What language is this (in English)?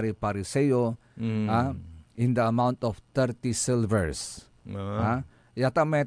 Pangasinan